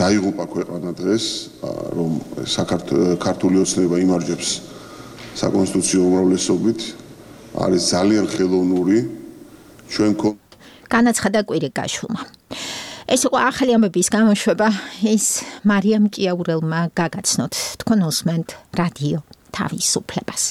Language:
Georgian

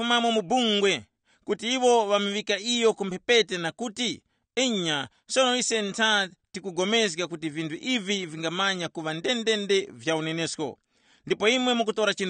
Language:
Tumbuka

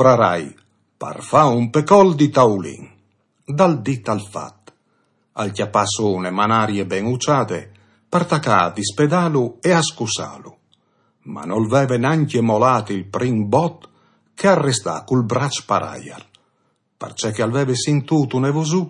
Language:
Friulian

